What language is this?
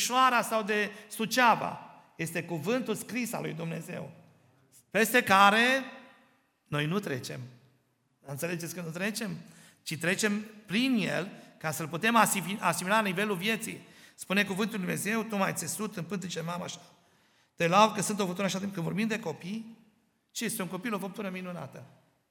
Romanian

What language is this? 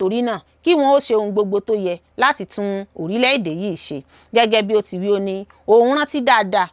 Yoruba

